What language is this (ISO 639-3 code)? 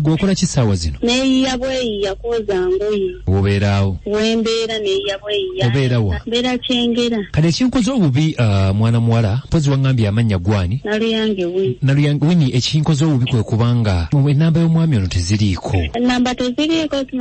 lug